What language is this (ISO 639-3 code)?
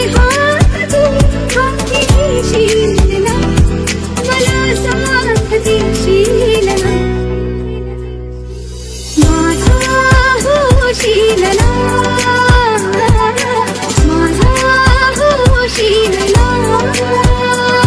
mar